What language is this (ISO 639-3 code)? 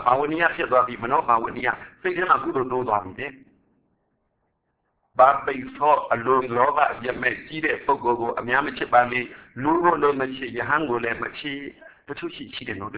mya